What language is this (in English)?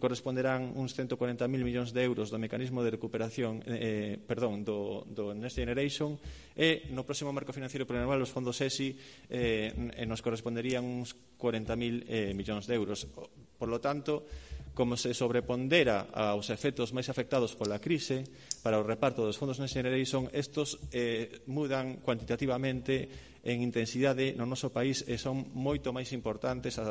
Galician